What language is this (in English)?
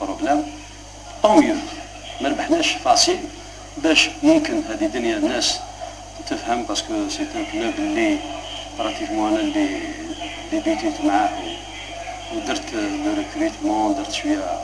Algerian Arabic